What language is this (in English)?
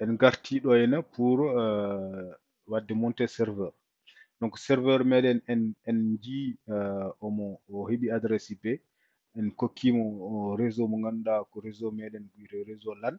Fula